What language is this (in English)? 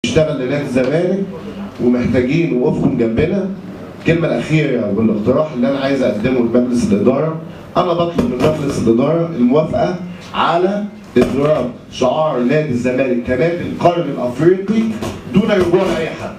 Egyptian Arabic